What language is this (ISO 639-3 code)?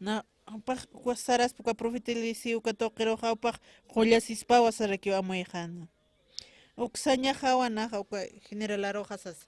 aym